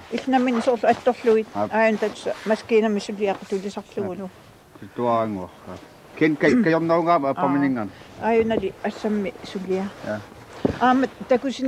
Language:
Kalaallisut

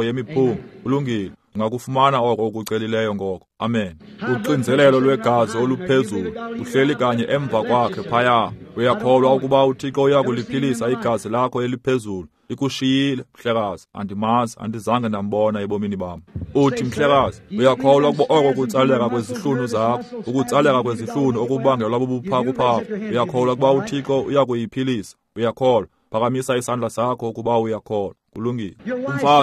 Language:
Xhosa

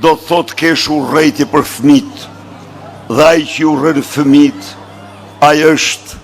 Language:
Albanian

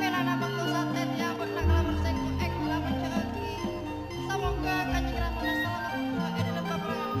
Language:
Madurese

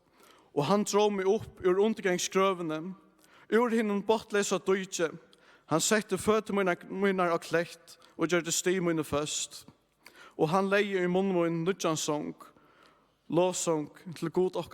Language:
Faroese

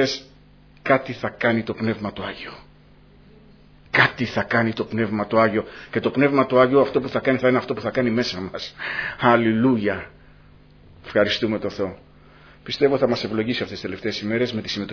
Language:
Greek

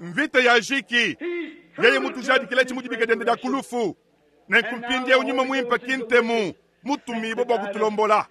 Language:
Luba-Lulua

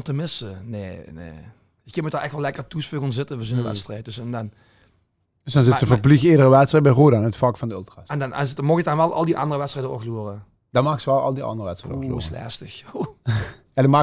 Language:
Limburgish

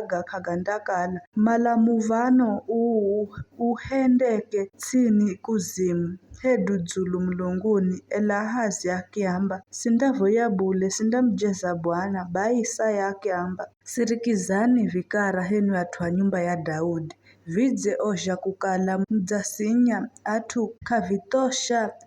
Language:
Giryama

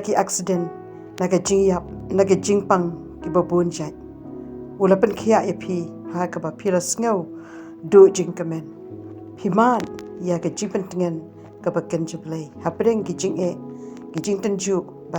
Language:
Khasi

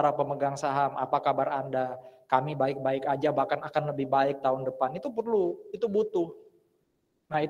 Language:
Indonesian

